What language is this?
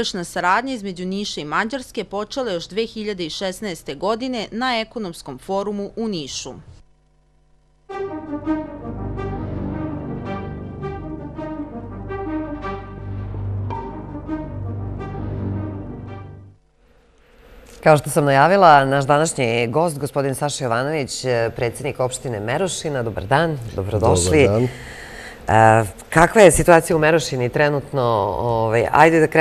Serbian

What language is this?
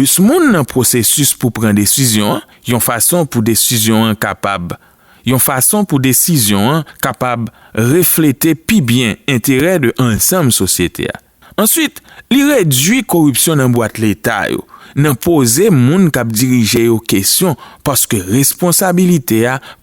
Haitian Creole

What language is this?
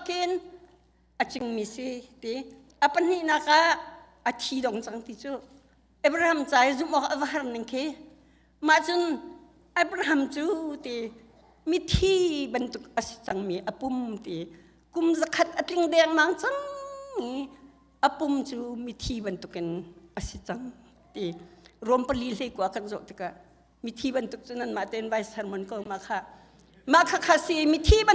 Hakha Chin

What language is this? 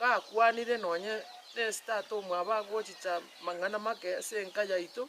Gusii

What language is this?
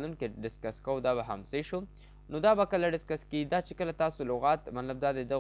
Pashto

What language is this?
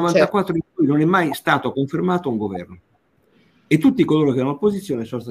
Italian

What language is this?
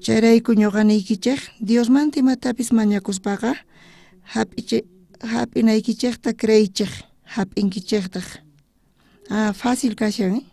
South Bolivian Quechua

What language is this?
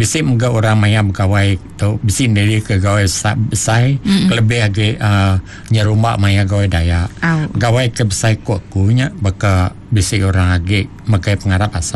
Iban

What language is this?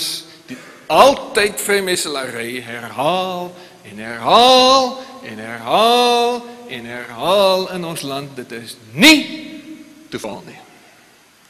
Afrikaans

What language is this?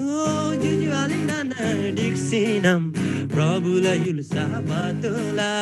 Eastern Tamang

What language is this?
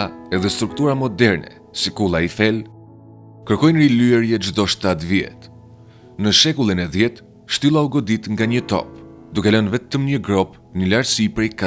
Albanian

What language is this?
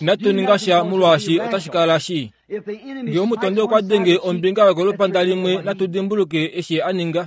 Kuanyama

